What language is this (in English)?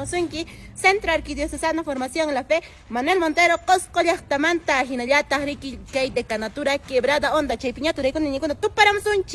Quechua